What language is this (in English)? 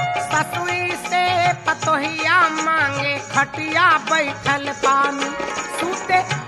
Bhojpuri